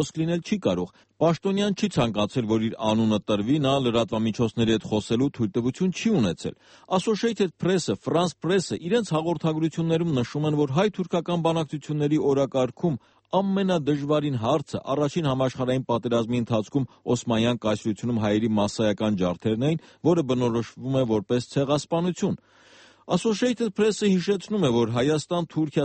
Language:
Armenian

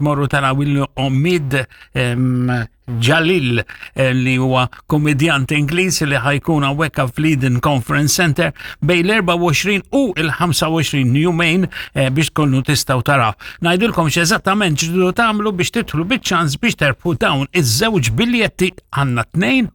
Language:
Maltese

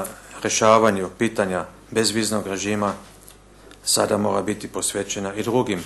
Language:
Bosnian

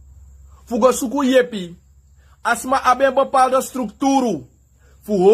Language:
Sranan Tongo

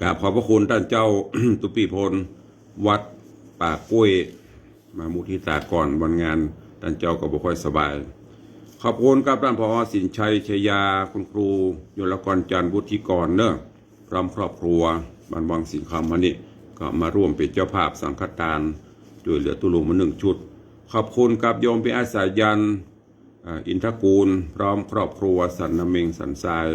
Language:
Northern Thai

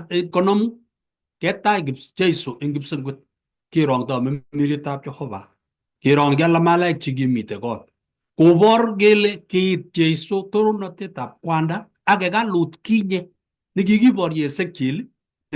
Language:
Kalenjin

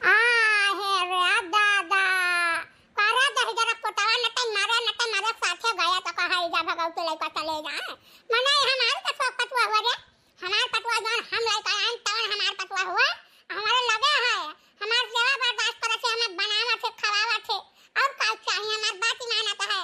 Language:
Awadhi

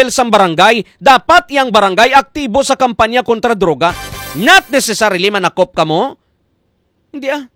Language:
Hiligaynon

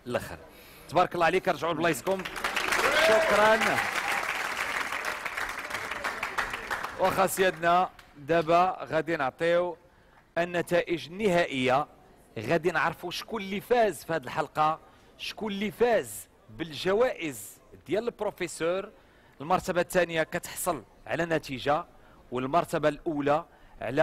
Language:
Moroccan Arabic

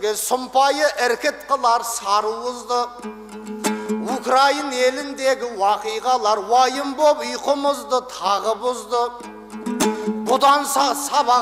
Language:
Kazakh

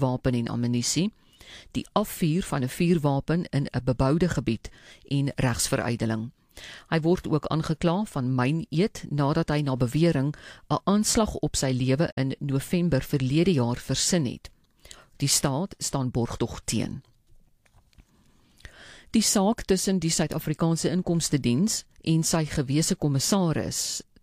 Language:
Afrikaans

